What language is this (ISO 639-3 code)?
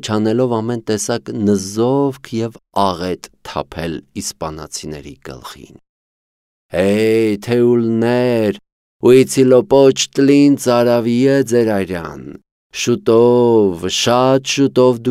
hye